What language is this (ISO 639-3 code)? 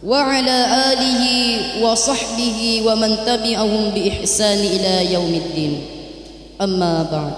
bug